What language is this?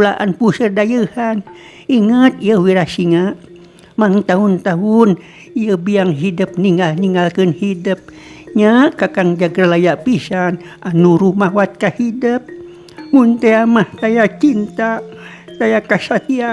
Sundanese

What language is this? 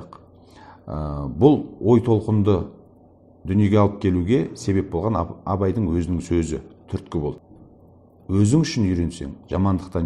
Kazakh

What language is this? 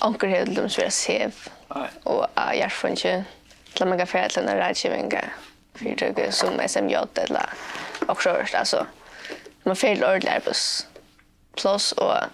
Faroese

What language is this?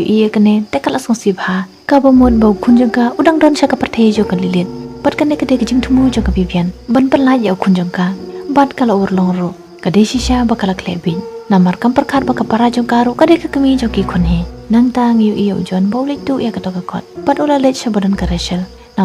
Khasi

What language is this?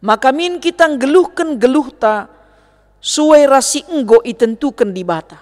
Batak Karo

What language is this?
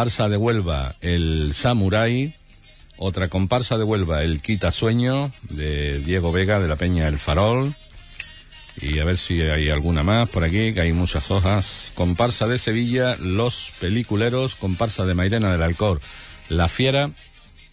Spanish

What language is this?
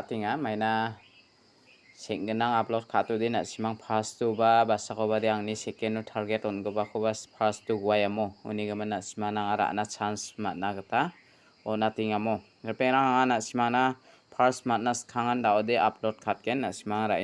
Garo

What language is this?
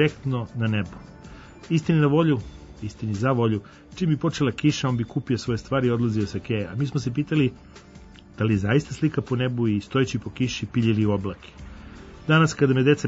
Serbian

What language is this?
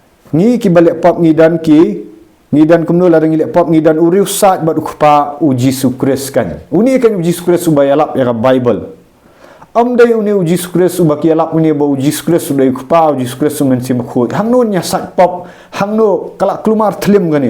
Khasi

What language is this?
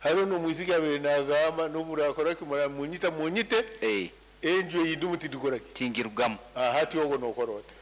Nyankole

